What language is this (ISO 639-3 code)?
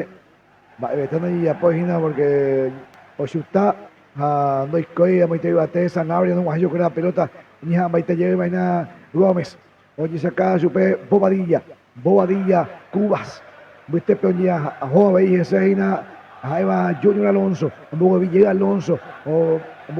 grn